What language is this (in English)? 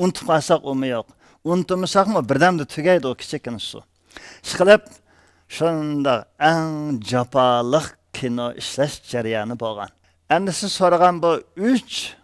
Uyghur